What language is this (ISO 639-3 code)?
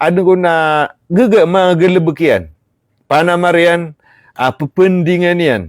mrw